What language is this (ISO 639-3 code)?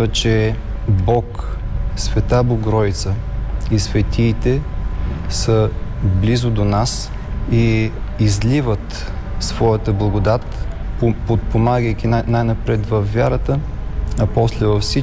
bul